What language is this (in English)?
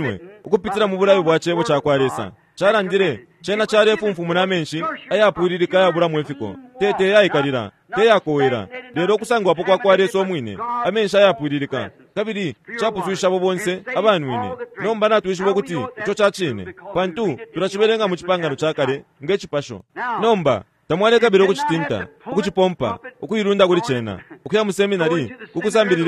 Bemba